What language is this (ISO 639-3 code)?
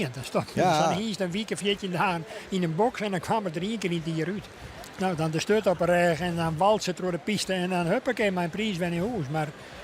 fry